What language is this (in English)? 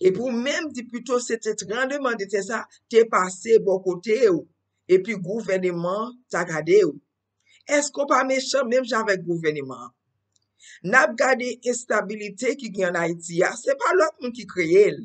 Haitian Creole